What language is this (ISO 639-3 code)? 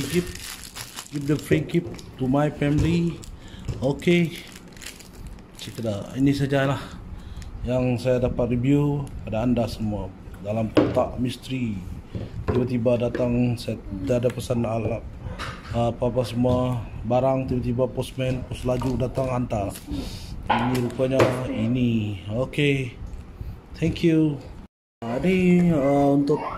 msa